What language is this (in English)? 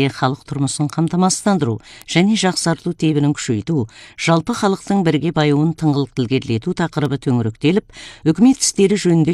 Kazakh